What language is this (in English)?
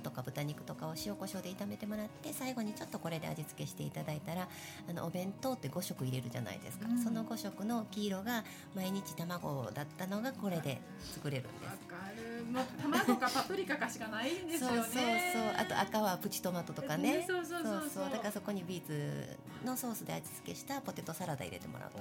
Japanese